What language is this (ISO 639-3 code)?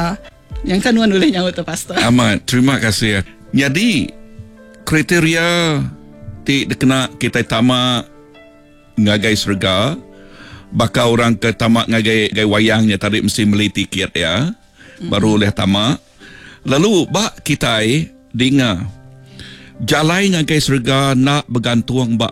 iba